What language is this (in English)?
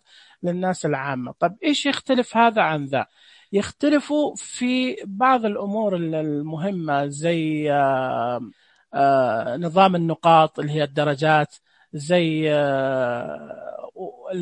Najdi Arabic